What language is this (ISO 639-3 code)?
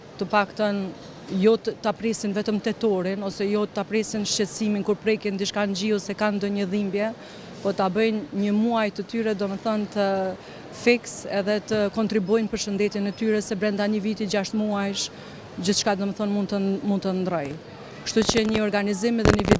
sqi